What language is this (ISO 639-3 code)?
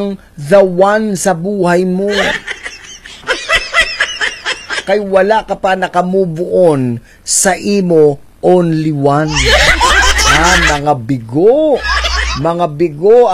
fil